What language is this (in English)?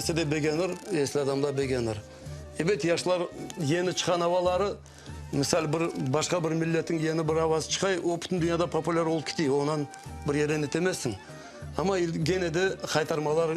Crimean Tatar